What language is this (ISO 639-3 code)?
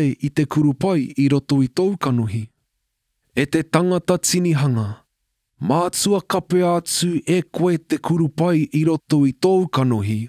mri